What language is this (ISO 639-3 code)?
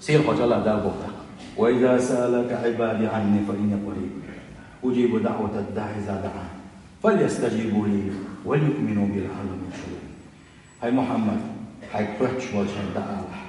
che